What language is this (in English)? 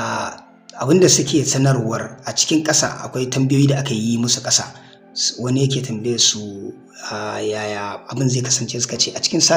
Hausa